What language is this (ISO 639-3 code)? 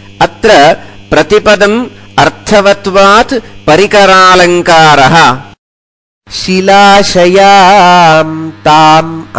san